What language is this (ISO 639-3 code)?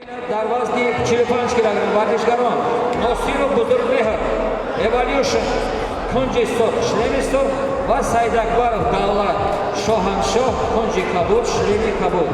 tgk